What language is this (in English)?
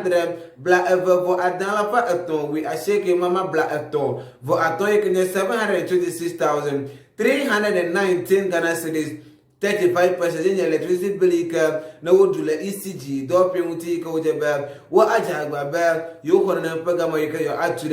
Ewe